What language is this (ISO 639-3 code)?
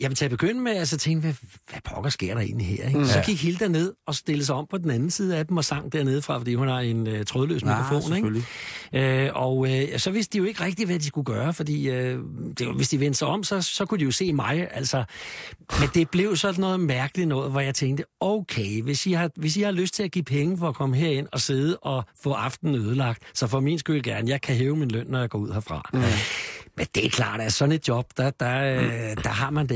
dan